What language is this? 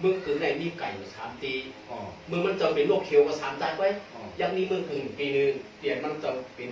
Shan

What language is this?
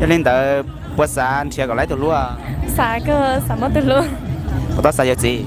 Hmong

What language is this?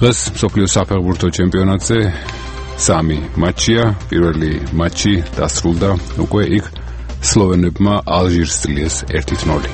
Georgian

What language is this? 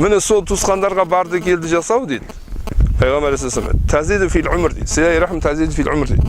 Kazakh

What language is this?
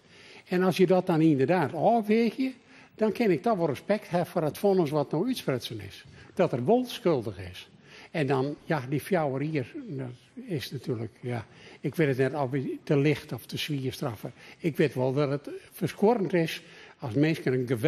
Western Frisian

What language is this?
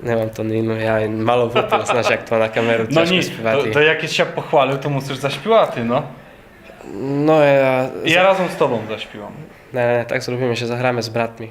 Rusyn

